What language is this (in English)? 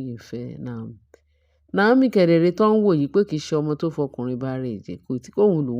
Yoruba